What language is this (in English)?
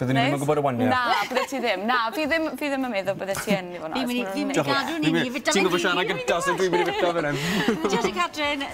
Welsh